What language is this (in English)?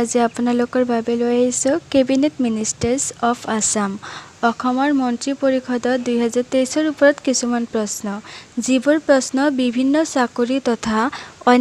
Assamese